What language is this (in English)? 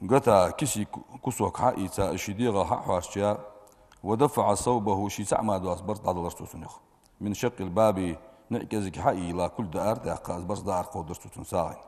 Ingush